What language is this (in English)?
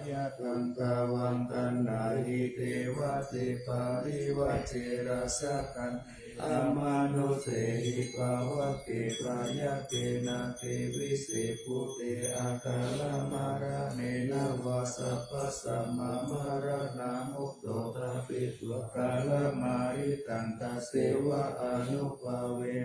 Pali